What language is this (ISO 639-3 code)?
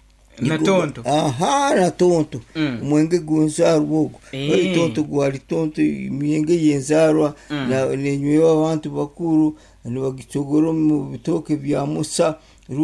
nyo